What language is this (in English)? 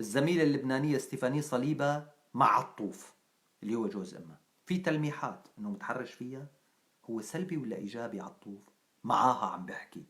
North Levantine Arabic